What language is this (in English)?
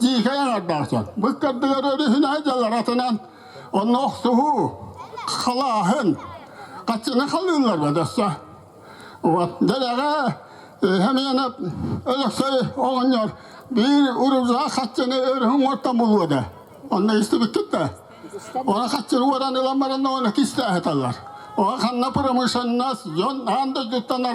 Yakut